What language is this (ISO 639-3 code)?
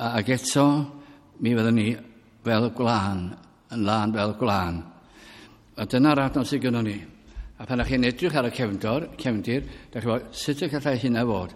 cym